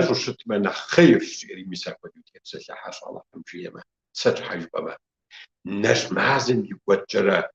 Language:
Kabardian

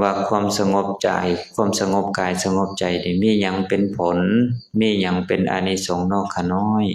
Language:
Lao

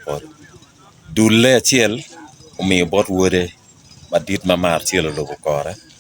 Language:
Acoli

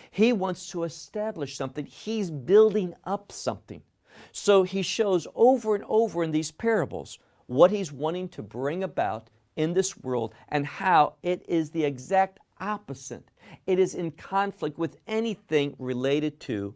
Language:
English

